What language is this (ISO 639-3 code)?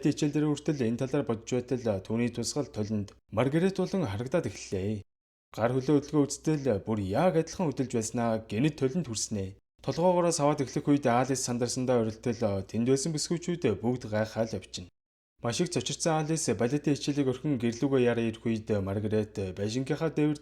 mon